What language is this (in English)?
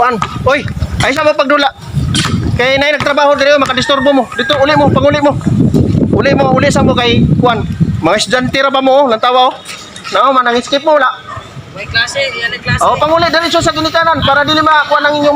Cebuano